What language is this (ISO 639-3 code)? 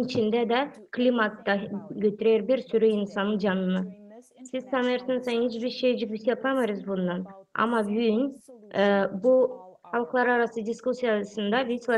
gag